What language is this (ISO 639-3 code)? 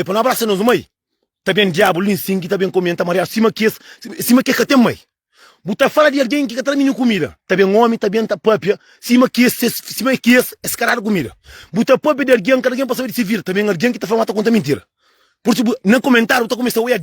kea